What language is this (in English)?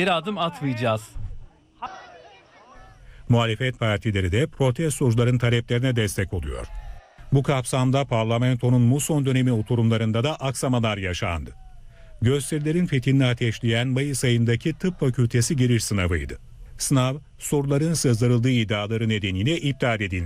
Turkish